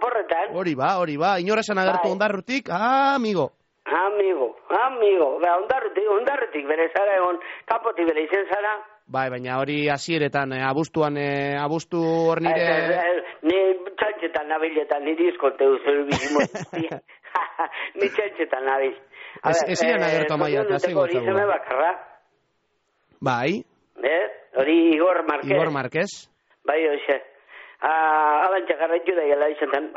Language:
Basque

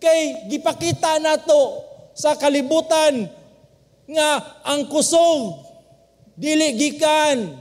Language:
Cebuano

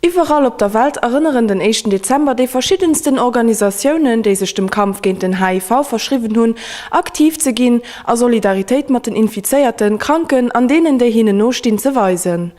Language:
Luxembourgish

